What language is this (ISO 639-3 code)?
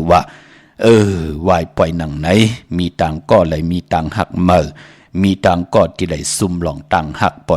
shn